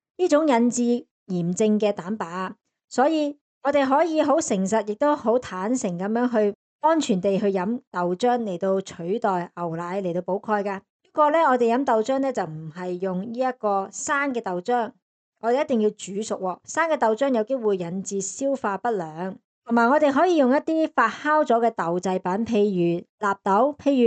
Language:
Cantonese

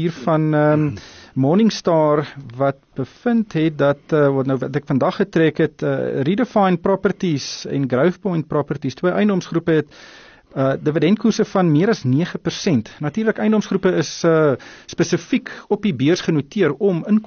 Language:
Afrikaans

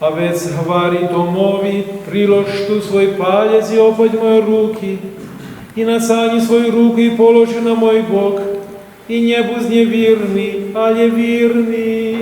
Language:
Rusyn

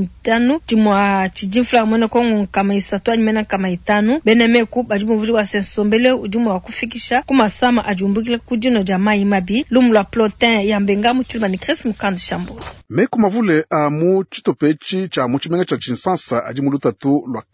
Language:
Luba-Lulua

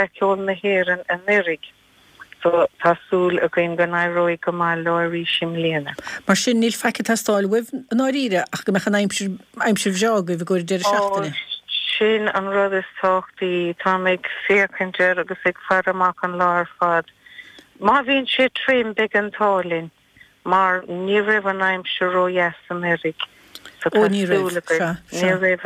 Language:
Irish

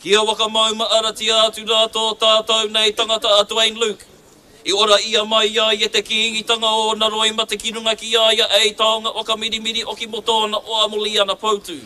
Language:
Māori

